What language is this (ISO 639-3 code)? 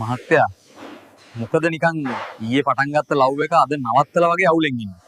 sin